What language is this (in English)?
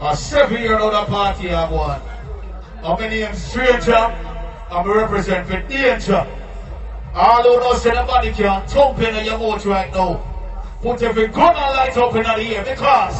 Jamaican Creole English